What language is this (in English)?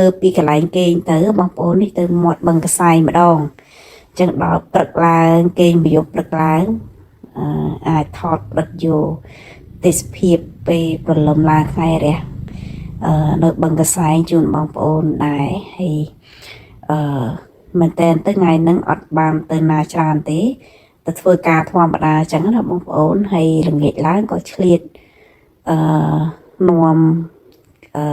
Khmer